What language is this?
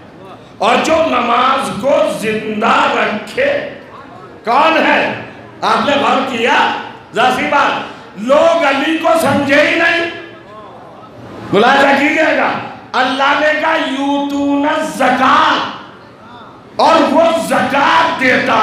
Urdu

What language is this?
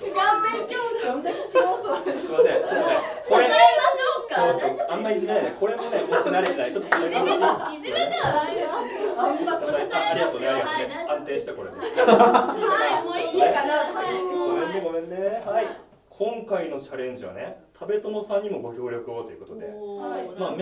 Japanese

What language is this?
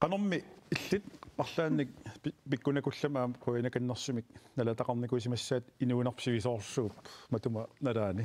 Kalaallisut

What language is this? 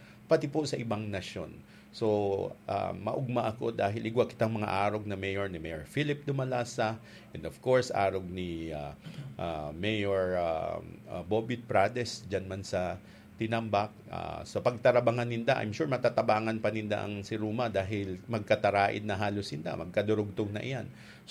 Bikol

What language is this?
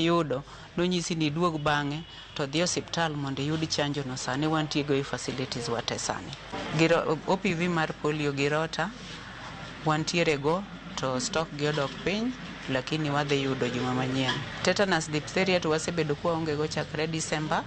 Luo (Kenya and Tanzania)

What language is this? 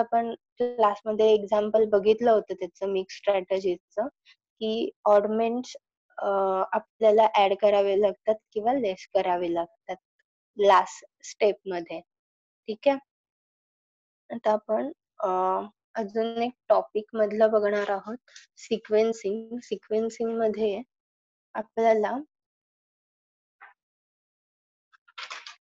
Marathi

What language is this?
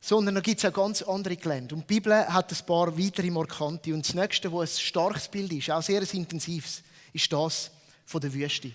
Swiss German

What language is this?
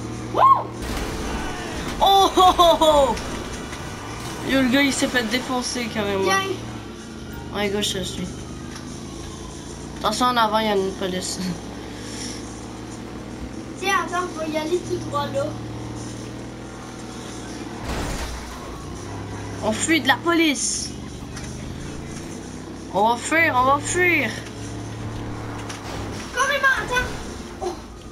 French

